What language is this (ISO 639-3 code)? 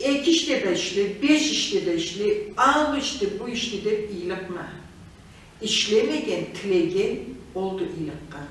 krc